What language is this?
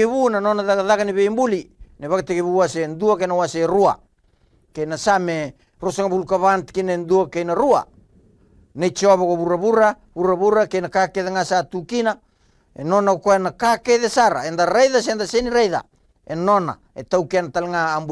Fijian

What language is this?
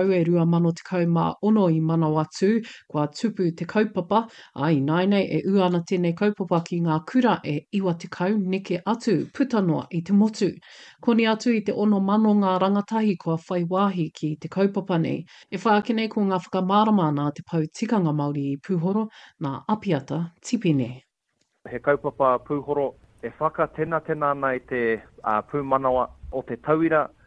Māori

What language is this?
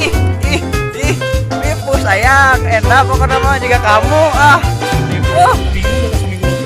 Sundanese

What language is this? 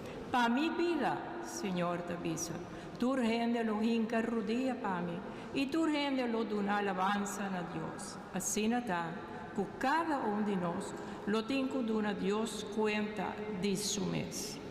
Papiamento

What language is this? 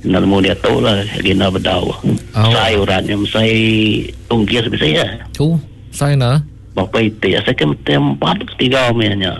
Iban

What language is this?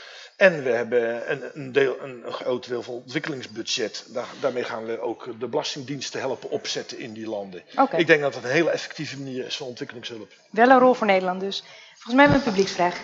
Dutch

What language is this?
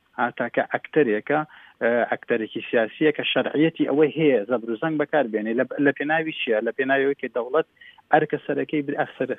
Central Kurdish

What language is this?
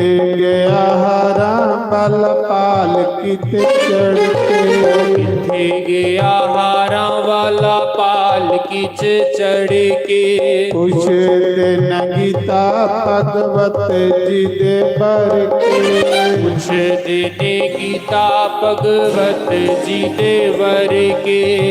Dogri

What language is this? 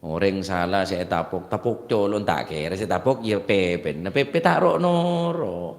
Madurese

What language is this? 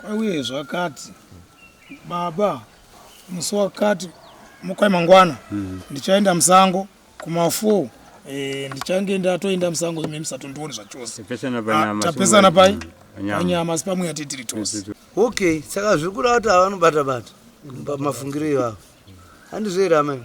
Shona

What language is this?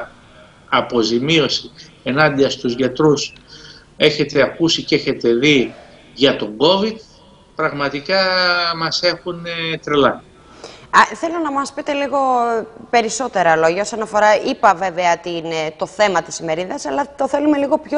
Greek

